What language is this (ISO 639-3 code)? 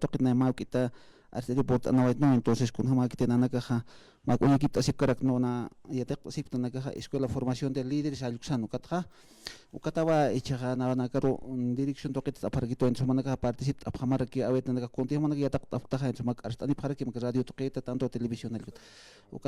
aym